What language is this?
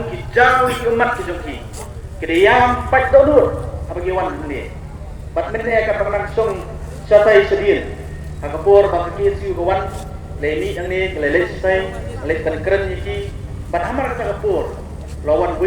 Khasi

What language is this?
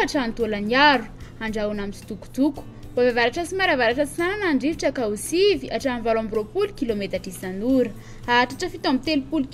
Malagasy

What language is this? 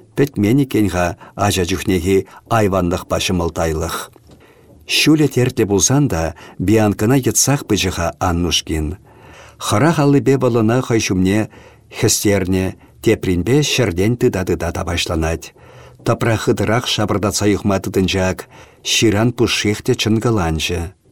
Chuvash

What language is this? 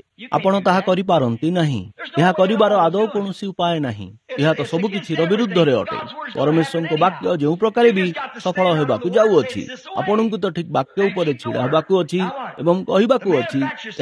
Odia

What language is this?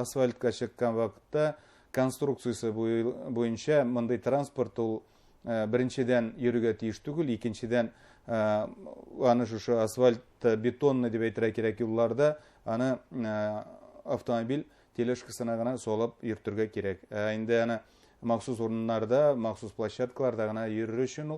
Bashkir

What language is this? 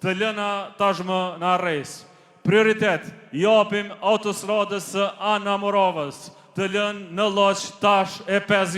Albanian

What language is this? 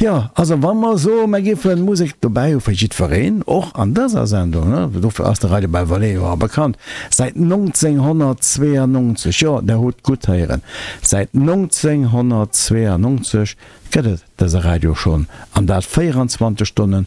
Luxembourgish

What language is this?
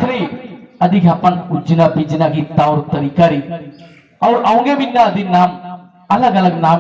Kurukh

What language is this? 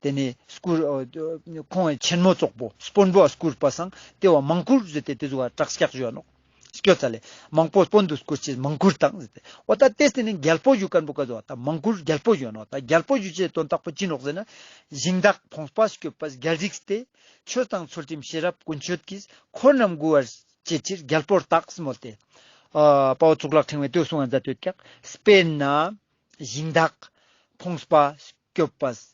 Ladakhi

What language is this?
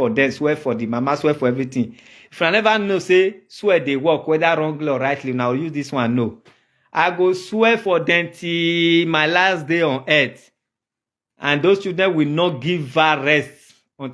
Nigerian Pidgin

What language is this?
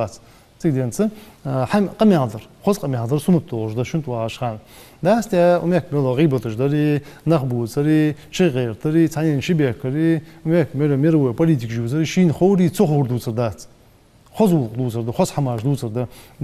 Ingush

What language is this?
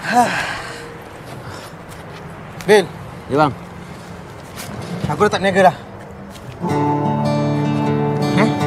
Malay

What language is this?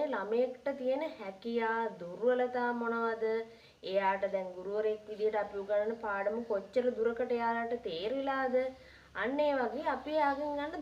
Sinhala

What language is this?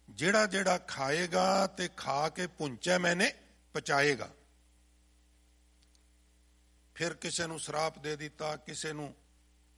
Punjabi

